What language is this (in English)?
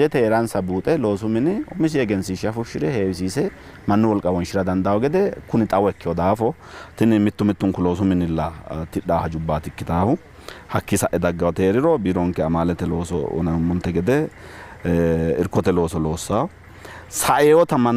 Sidamo